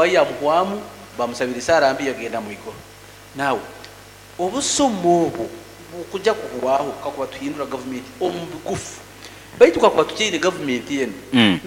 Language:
Nyoro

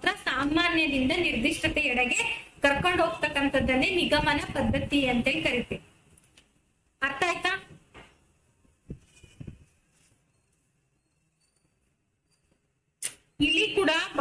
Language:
Kannada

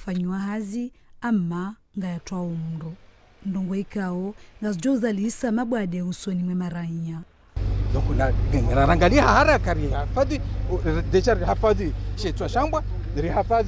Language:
Ngazidja Comorian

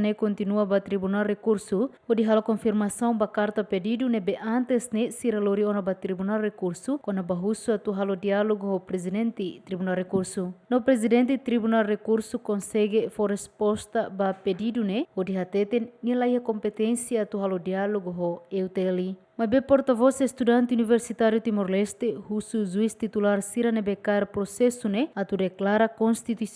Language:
Tetum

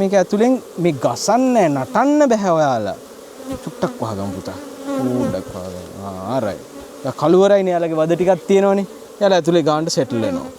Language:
Sinhala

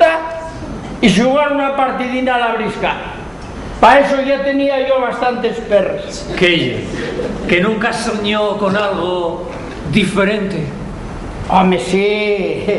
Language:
Asturian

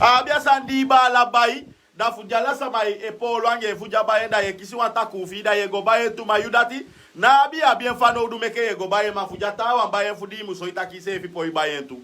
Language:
Sranan Tongo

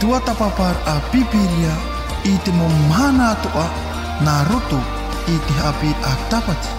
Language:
Tahitian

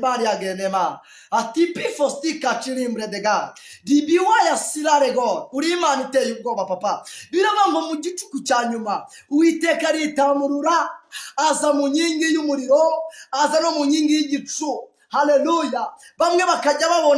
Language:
Kinyarwanda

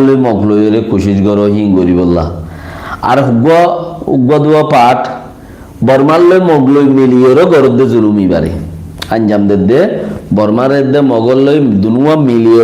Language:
Rohingya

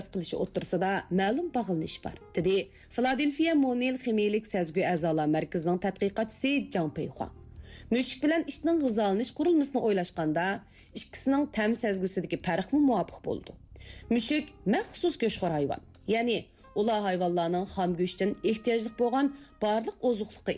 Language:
Uyghur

